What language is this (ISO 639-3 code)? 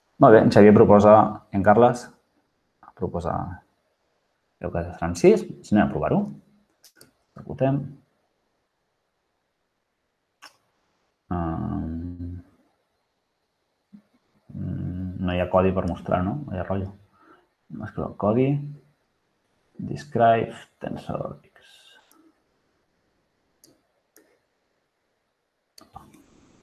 cat